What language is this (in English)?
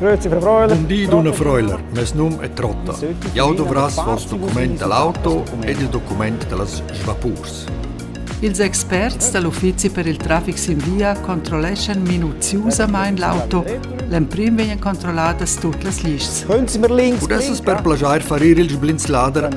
Romansh